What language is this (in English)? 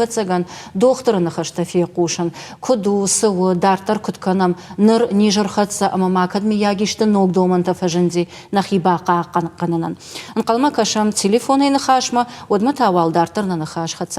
Ossetic